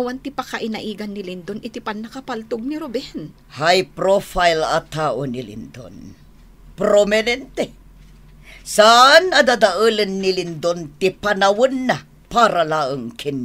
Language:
Iloko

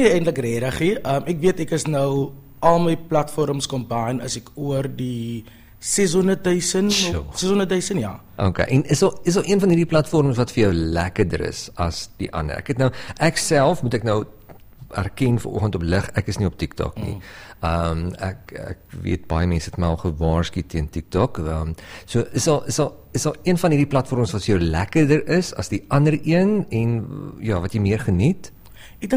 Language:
Afrikaans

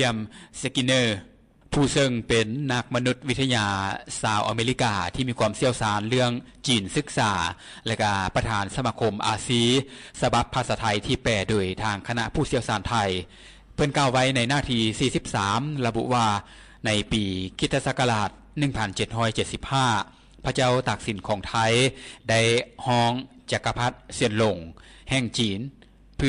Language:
Lao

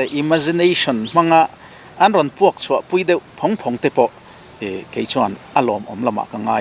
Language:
Mizo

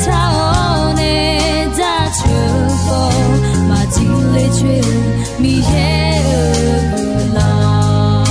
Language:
Akha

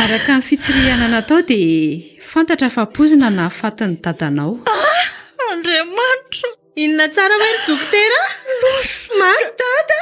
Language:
Malagasy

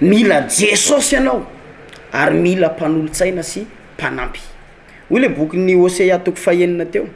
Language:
Malagasy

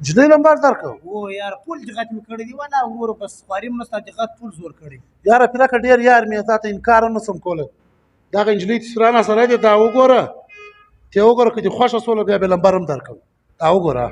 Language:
Pashto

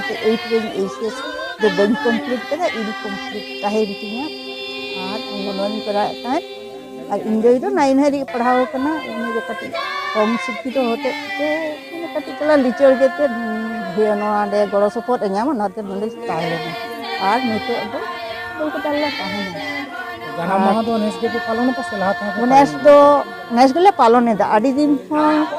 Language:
Santali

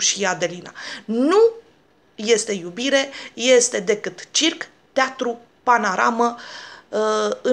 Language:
Romanian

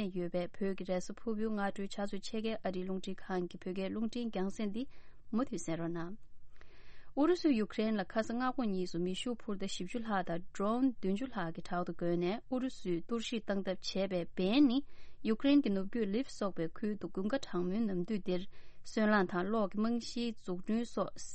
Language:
Tibetan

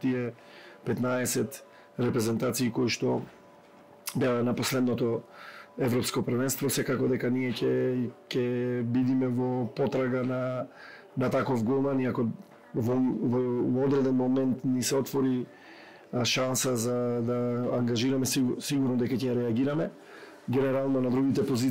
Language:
Macedonian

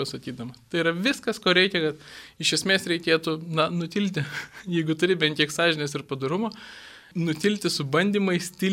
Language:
Lithuanian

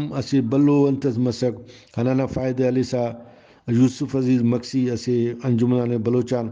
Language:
Brahui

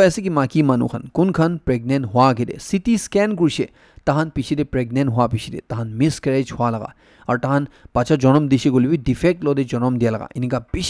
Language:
Naga Pidgin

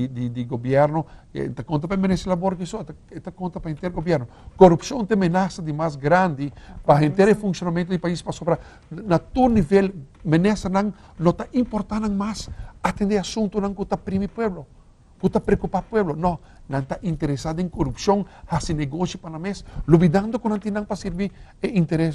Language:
Papiamento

